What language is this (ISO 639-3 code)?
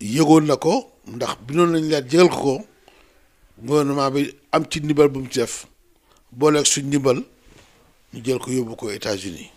wol